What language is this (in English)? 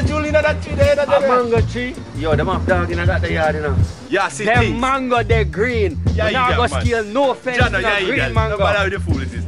Jamaican Creole English